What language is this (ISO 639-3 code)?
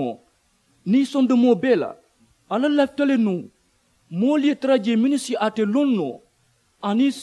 man